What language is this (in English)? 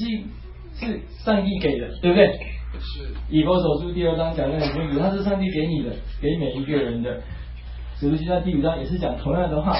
Chinese